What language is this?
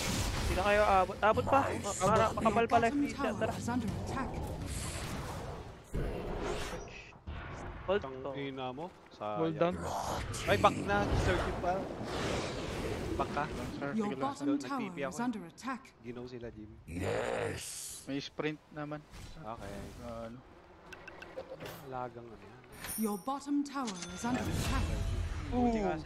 Filipino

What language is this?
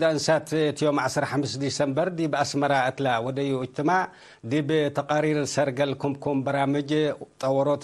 Tigre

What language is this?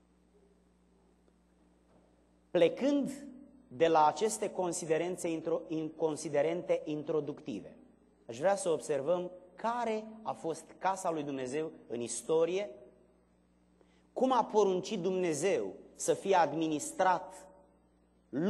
Romanian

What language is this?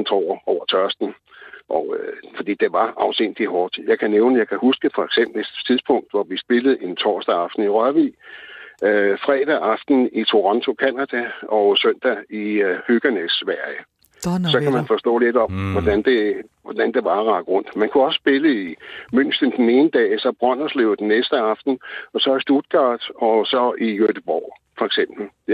Danish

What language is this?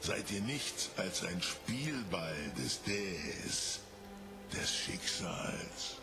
Swiss German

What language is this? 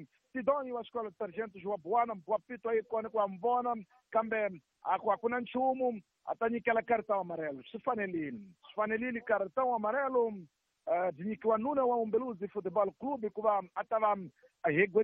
Tsonga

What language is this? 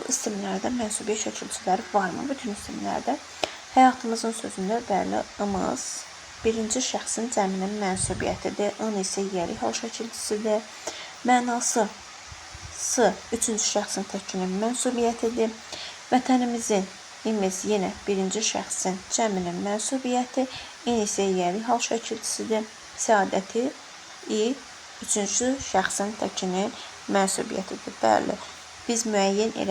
Azerbaijani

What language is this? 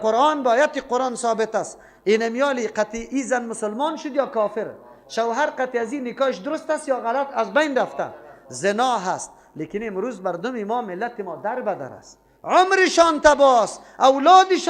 Persian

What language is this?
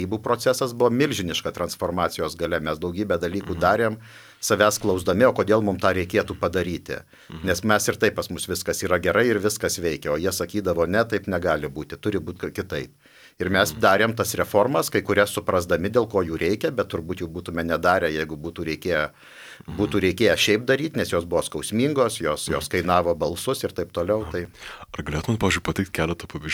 Lithuanian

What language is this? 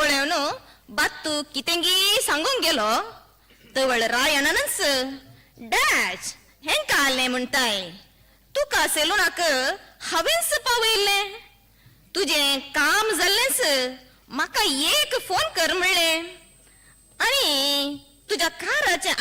Konkani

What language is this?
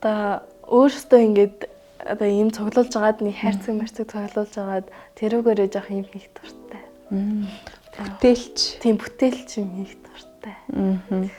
Mongolian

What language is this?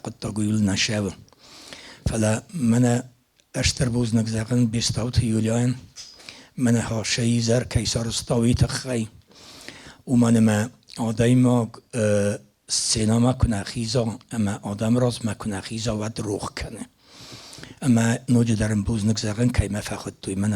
Ossetic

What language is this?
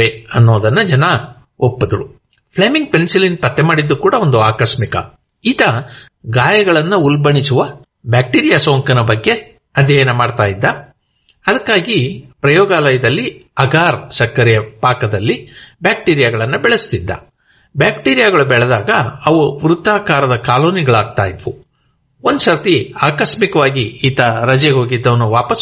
Kannada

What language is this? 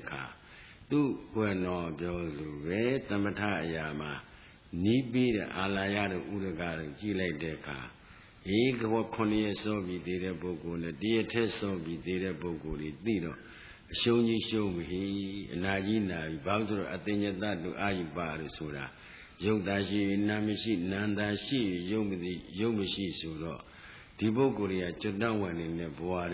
Burmese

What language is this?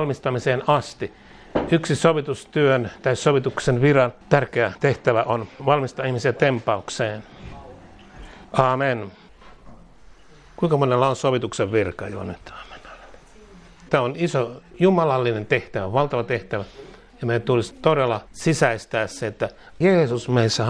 Finnish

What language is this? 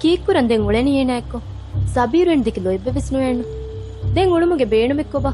Divehi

